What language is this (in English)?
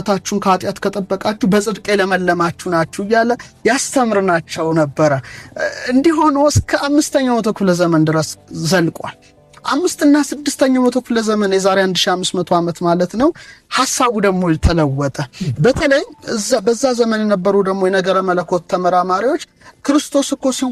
Amharic